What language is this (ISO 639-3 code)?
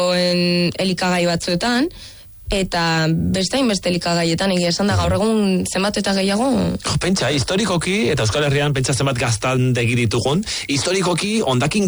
eus